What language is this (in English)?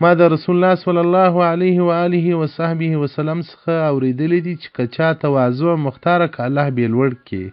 Pashto